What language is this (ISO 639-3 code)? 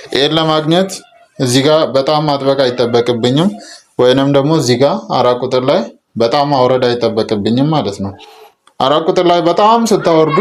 amh